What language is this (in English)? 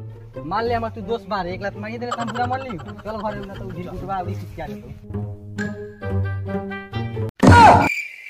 Bhojpuri